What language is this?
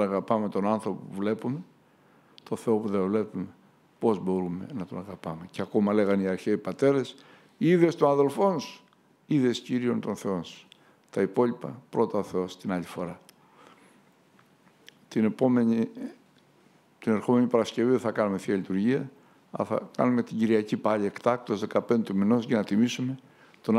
Greek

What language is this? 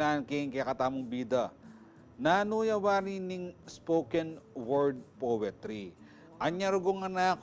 Pampanga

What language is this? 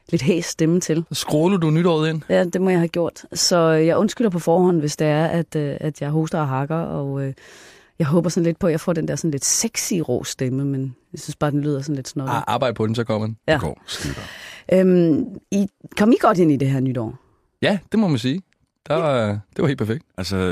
Danish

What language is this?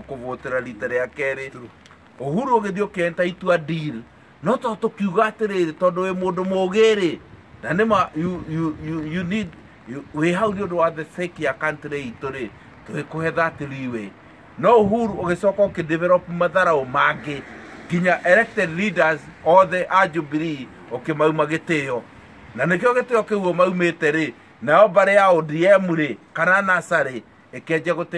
Kikuyu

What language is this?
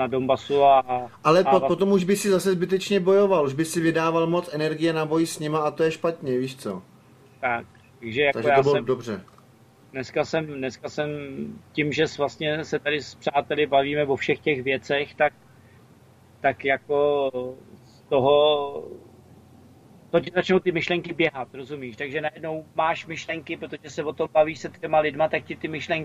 Czech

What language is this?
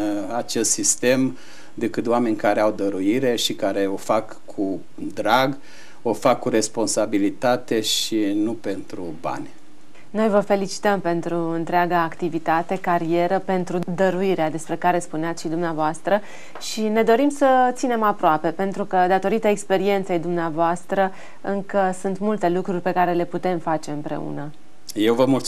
Romanian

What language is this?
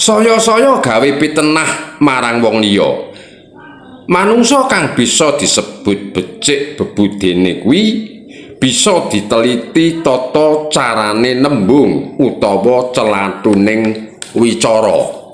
Javanese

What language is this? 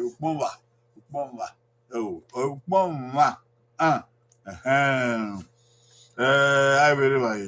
Bini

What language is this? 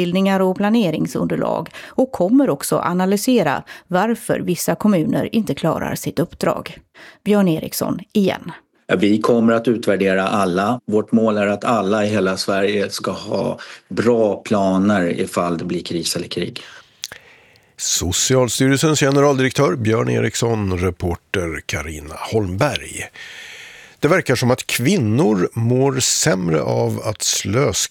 Swedish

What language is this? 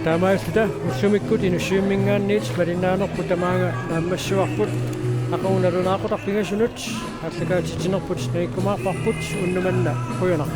Kalaallisut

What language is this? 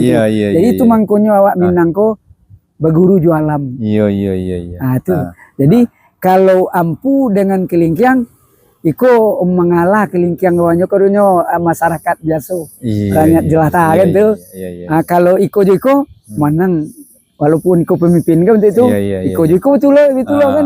Minangkabau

